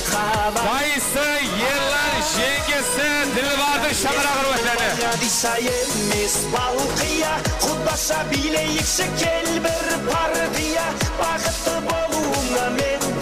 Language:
Kara-Kalpak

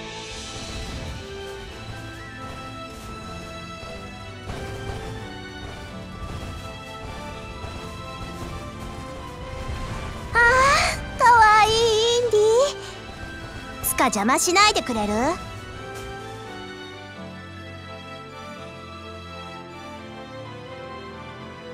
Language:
Japanese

